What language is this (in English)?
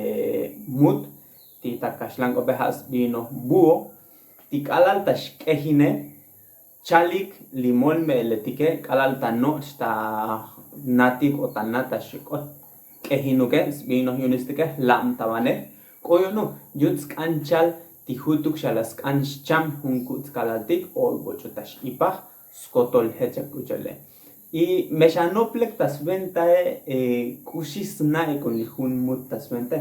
Tzotzil